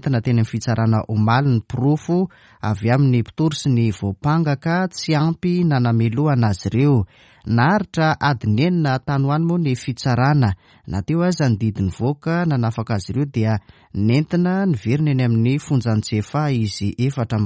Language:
Malagasy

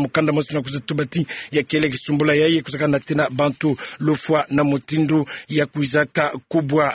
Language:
Kituba (Democratic Republic of Congo)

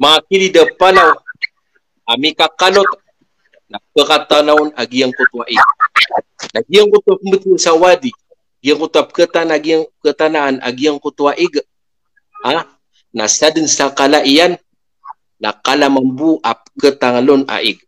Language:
Maranao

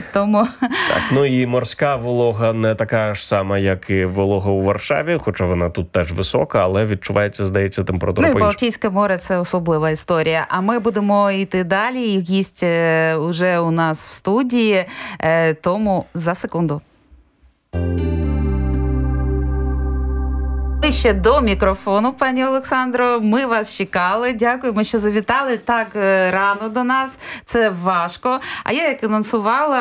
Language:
Ukrainian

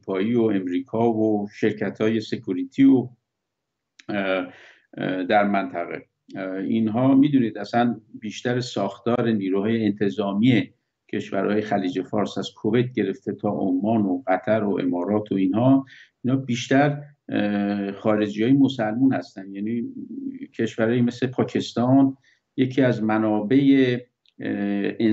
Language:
Persian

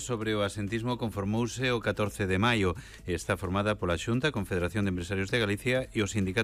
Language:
Galician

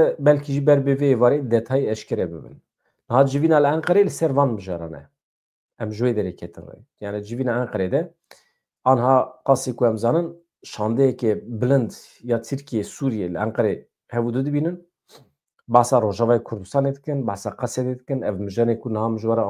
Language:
Kurdish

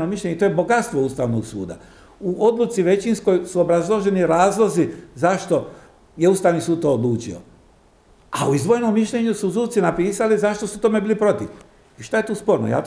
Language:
Croatian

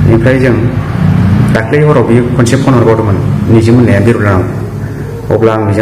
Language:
Bodo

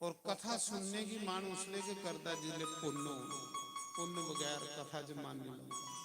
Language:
Dogri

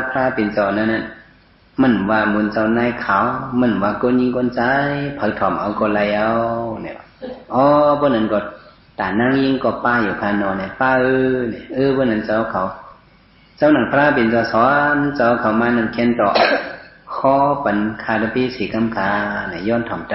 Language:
Shan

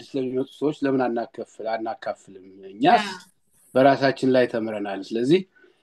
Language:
Amharic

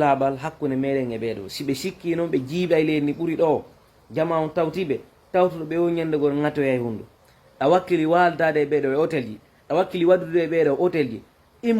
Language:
Fula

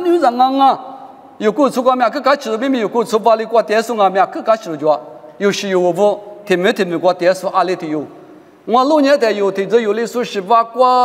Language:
Lisu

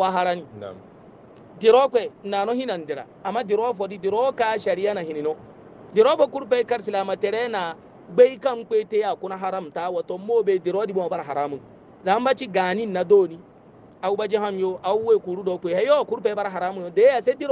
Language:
Hausa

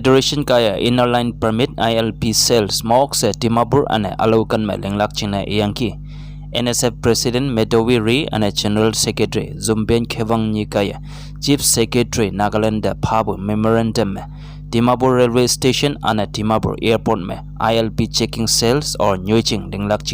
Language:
Konyak Naga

